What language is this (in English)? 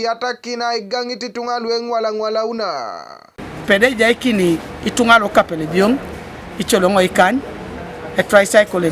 Teso